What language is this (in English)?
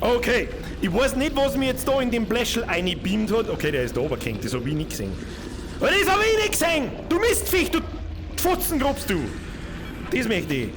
Bavarian